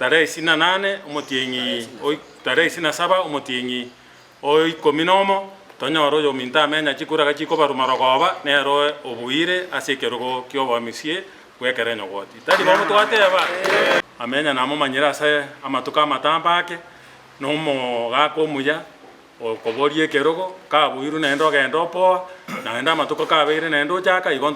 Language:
Gusii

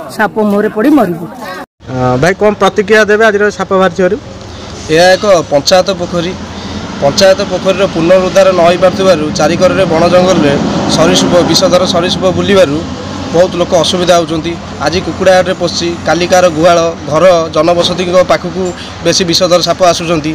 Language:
Odia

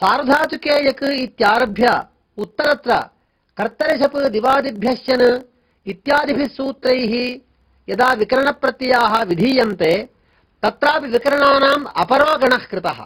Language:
Sanskrit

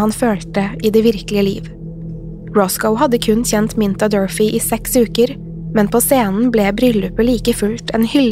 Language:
Norwegian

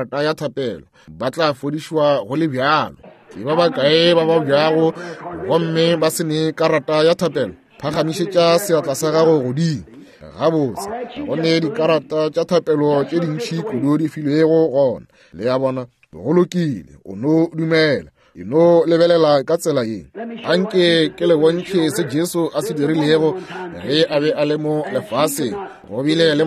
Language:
Northern Sotho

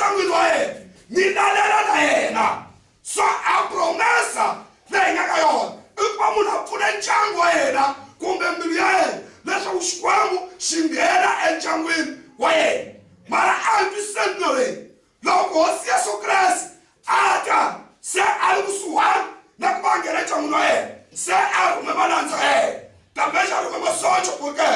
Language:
Tsonga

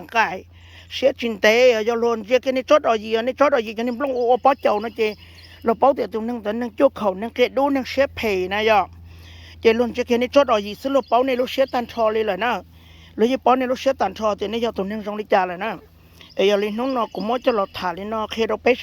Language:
Hmong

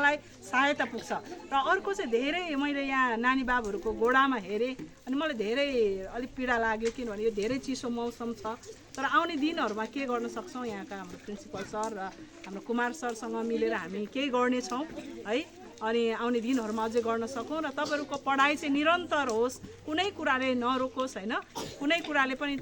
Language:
Nepali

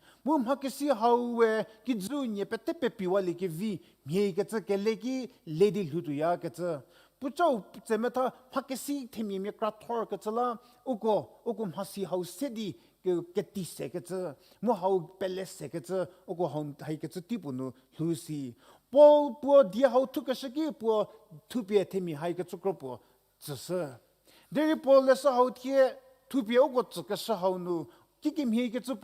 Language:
Angami Naga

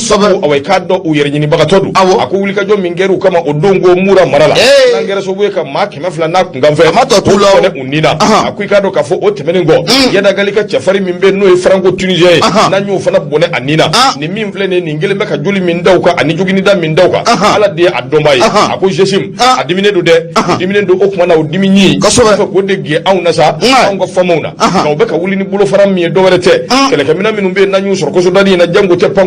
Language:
Bambara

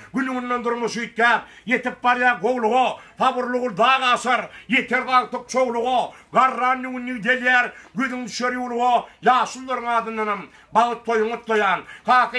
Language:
Turkmen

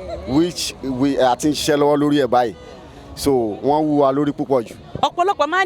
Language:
Yoruba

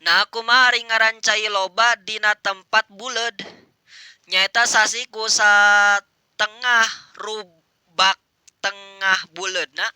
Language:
Sundanese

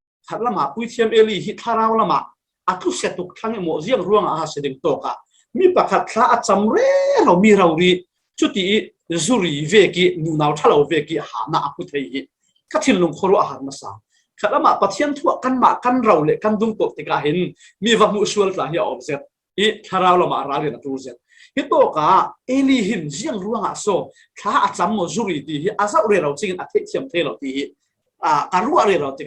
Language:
Falam Chin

